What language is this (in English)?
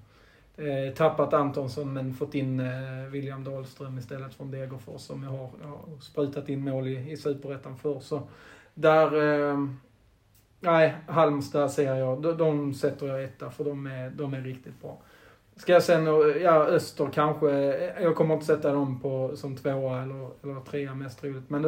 Swedish